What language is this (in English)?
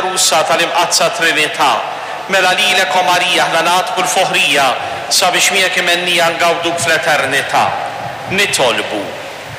Maltese